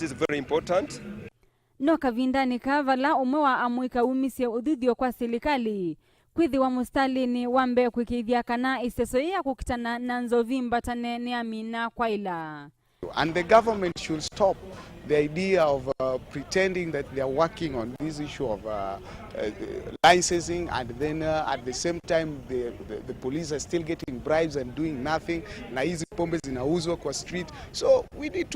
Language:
Kamba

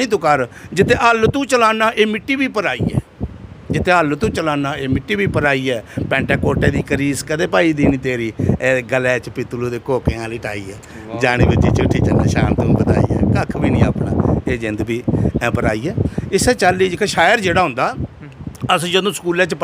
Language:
Dogri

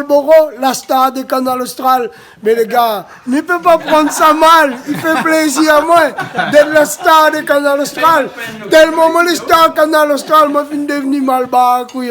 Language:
Réunion Creole French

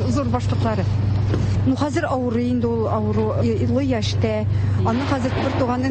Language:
Tatar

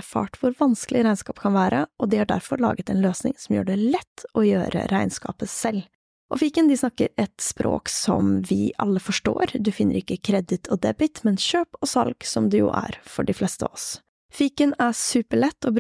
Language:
Norwegian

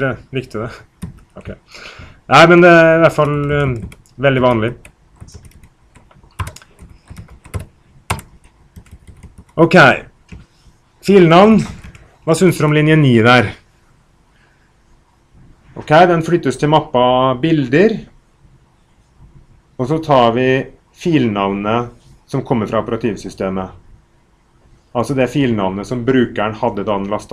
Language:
Norwegian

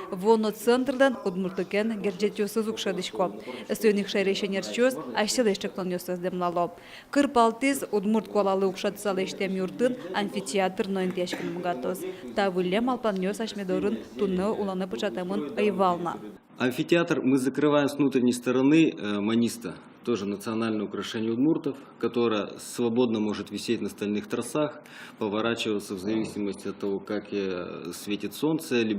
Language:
Udmurt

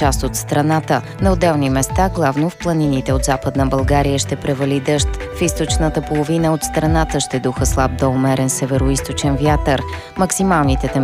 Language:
Bulgarian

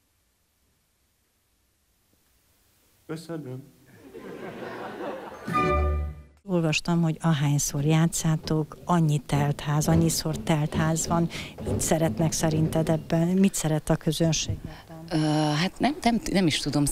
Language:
Hungarian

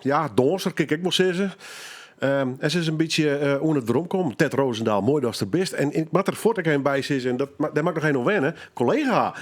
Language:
Western Frisian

